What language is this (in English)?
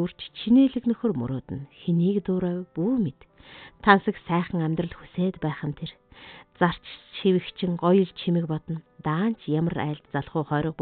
Mongolian